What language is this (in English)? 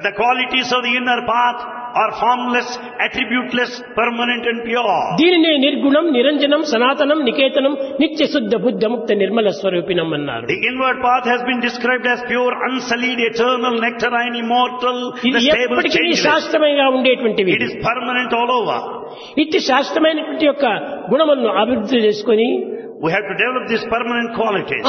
Telugu